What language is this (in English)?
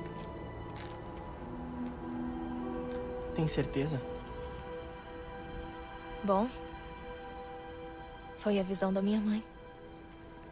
Portuguese